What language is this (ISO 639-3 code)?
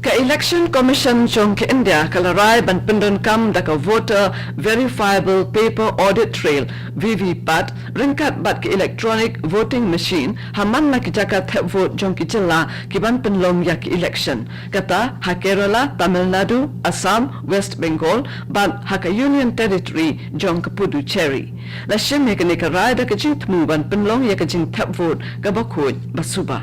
kha